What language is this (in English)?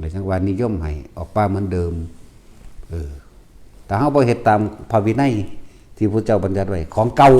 Northeastern Thai